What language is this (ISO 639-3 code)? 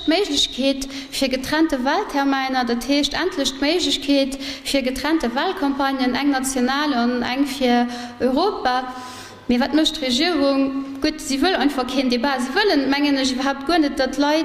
ltz